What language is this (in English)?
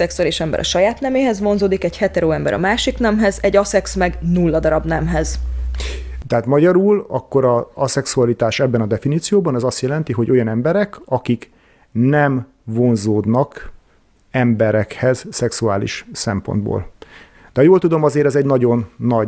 Hungarian